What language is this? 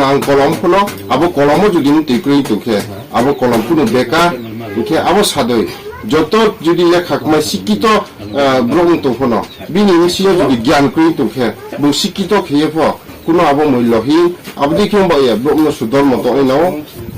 Riang (India)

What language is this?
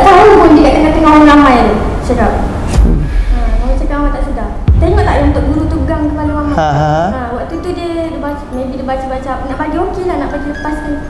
Malay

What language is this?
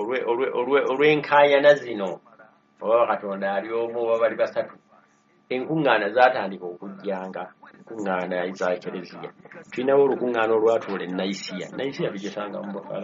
Ganda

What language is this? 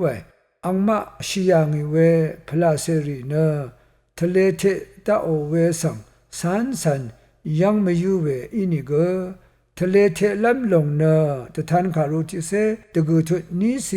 Rawang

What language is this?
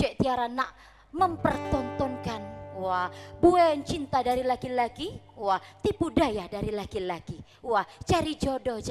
Musi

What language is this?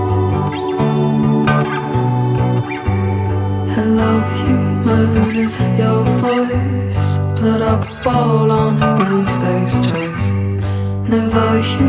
English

